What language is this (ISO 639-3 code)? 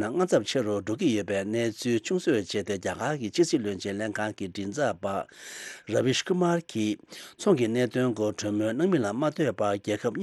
bod